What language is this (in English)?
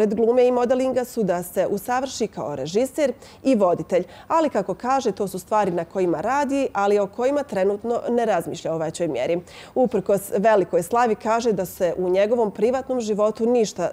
Bosnian